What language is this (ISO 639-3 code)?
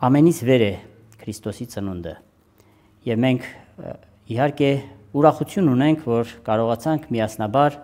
hye